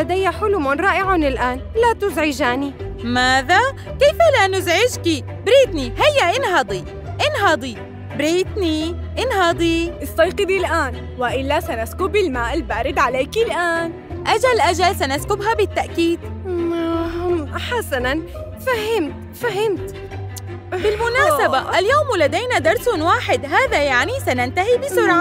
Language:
Arabic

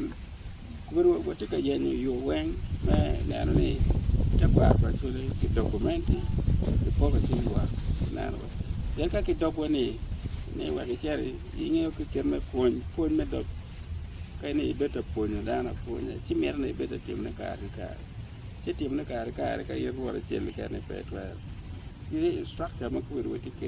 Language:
Acoli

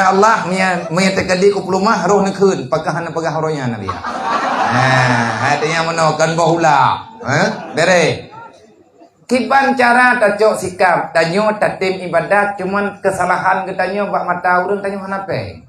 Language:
Achinese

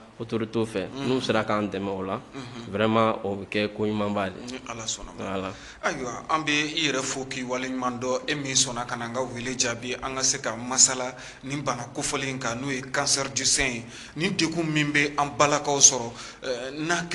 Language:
Bambara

